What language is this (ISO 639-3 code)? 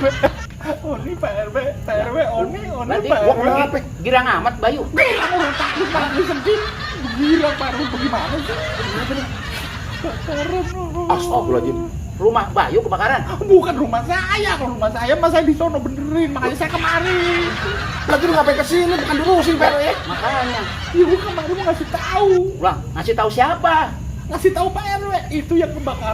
bew